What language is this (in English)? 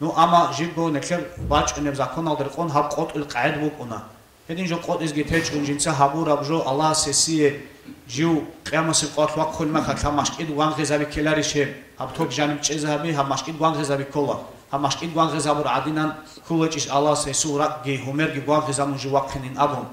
Avaric